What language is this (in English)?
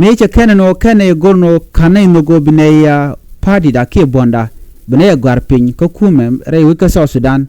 Nuer